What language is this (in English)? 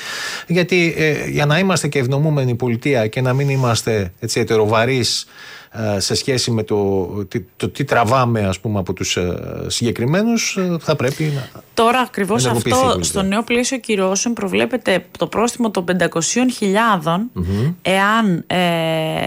Greek